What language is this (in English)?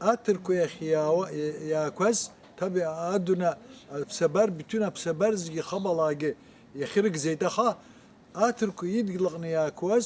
Abkhazian